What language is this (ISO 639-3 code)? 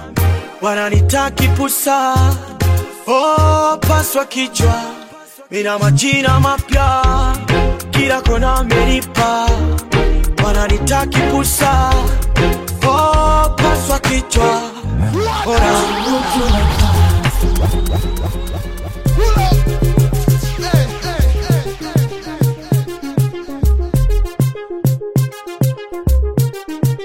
swa